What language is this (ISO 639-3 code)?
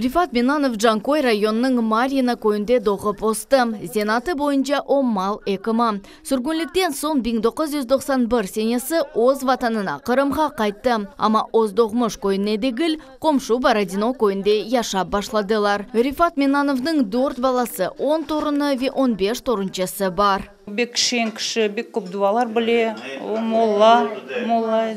crh